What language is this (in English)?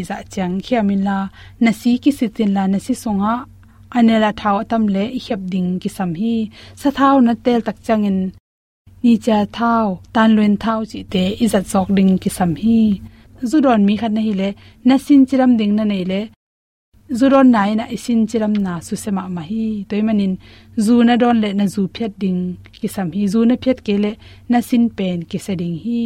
Tedim Chin